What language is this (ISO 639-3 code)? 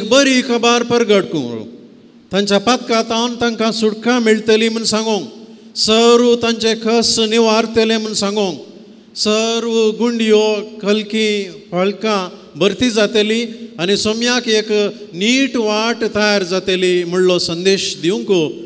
kok